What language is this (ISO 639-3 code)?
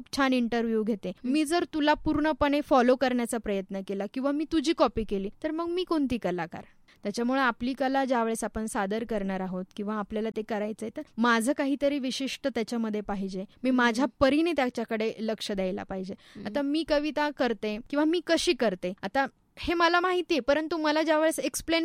mar